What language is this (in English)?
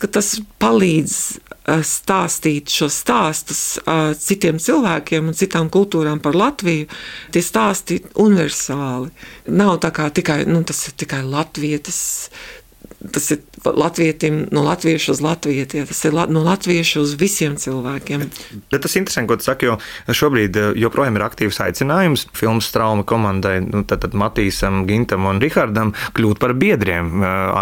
Latvian